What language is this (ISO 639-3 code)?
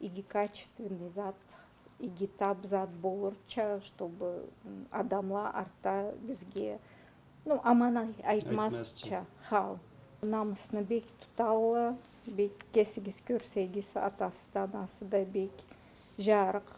krc